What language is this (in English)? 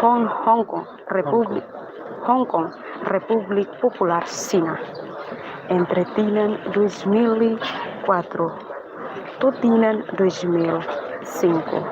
Tetum